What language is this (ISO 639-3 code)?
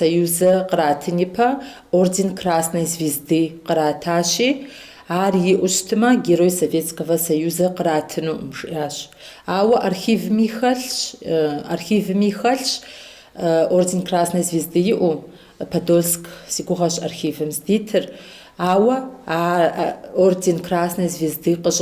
kbd